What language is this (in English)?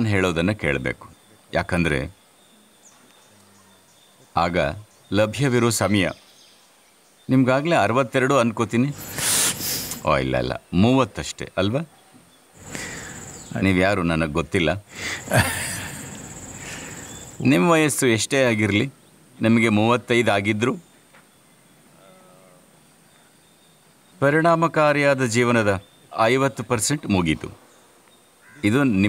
Kannada